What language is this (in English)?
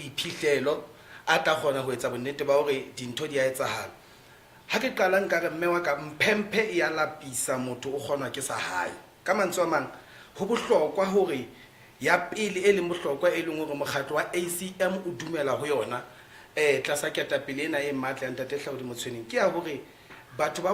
Southern Sotho